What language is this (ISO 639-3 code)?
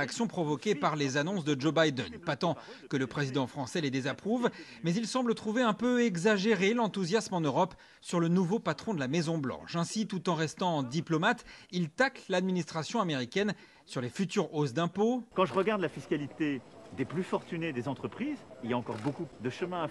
fra